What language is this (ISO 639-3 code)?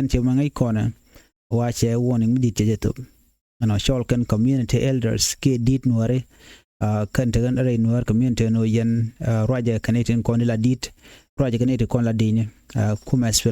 nus